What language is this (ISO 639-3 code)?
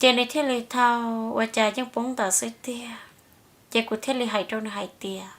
hmn